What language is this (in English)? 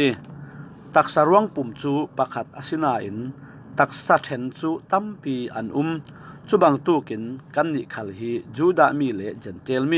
Falam Chin